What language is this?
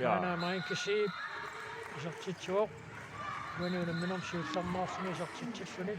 Kalaallisut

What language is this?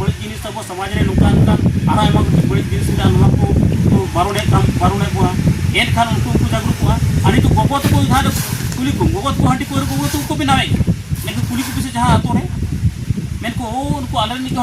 Santali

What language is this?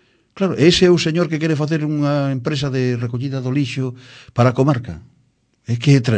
Galician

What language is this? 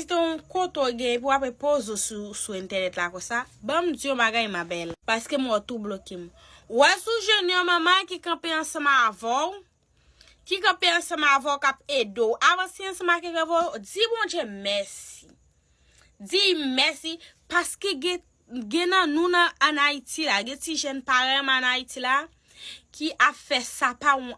Haitian Creole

